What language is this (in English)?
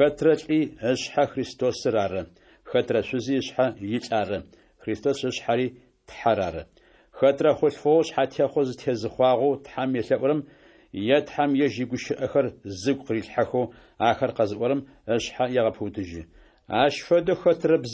Adyghe